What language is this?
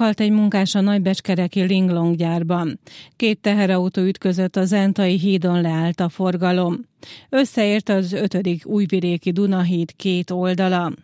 Hungarian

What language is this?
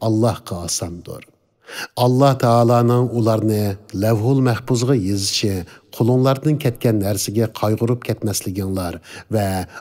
Uyghur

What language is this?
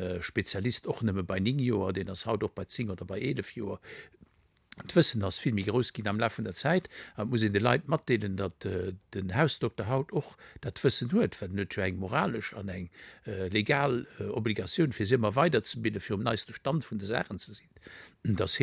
Luxembourgish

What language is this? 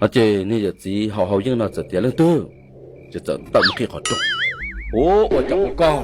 Hmong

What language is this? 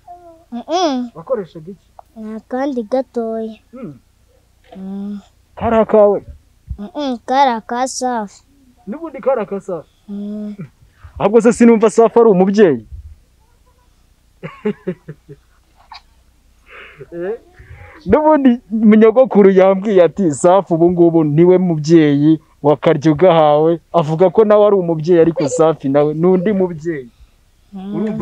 Kinyarwanda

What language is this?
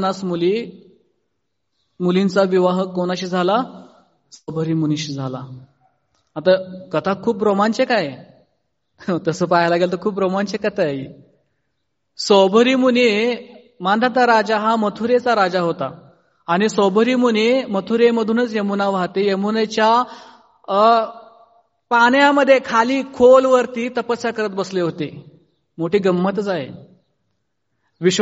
Marathi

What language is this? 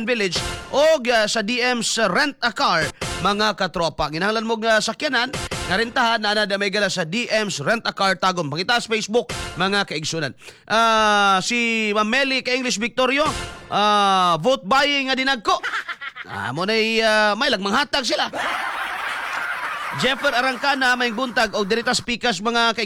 Cebuano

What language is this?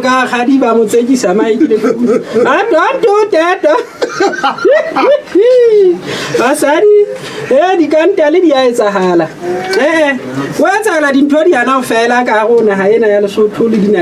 Southern Sotho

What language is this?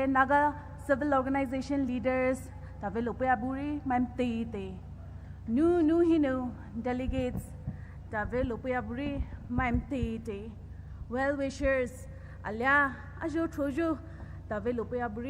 Poumei Naga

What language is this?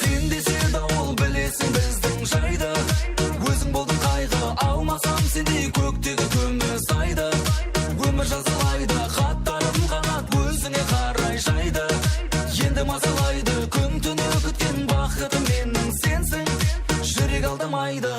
Kara-Kalpak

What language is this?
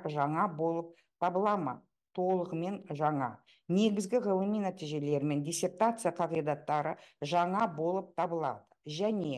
Kazakh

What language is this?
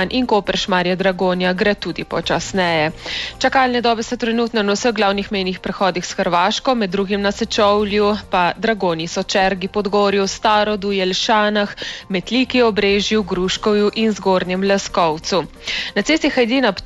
Slovenian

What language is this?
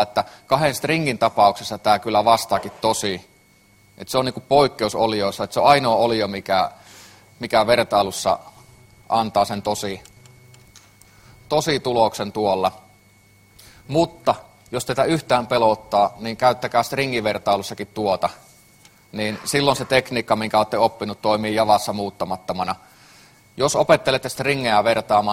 Finnish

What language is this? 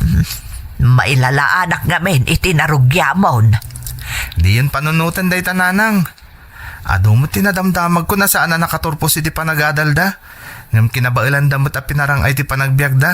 Iloko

